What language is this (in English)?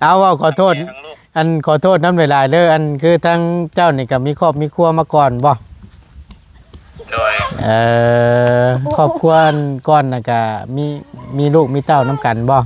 Northeastern Thai